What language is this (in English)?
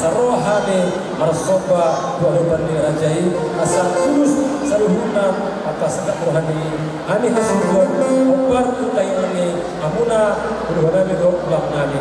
Batak Toba